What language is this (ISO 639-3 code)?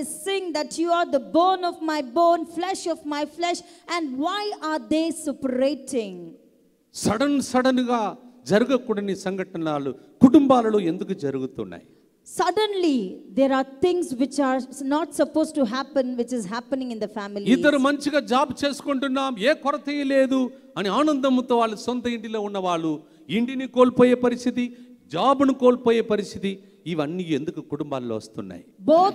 tel